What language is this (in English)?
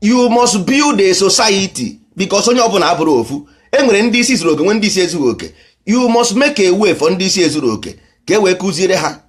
Igbo